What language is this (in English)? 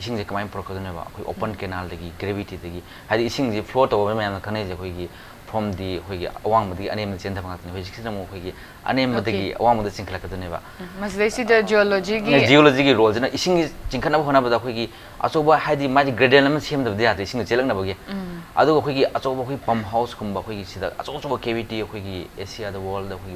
Manipuri